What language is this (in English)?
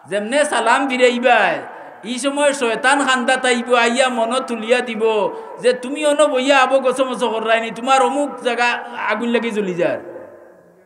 Sylheti